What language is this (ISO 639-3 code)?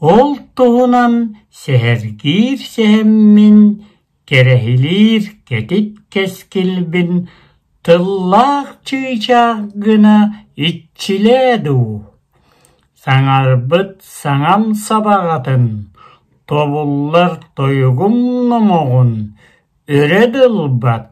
sah